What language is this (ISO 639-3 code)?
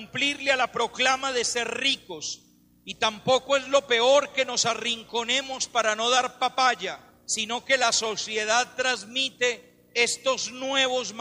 spa